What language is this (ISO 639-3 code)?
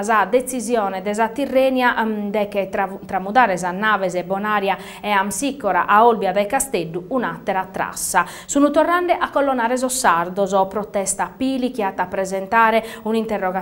srd